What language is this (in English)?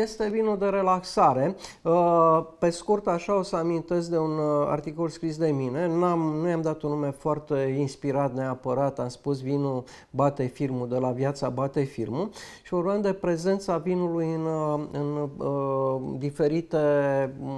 Romanian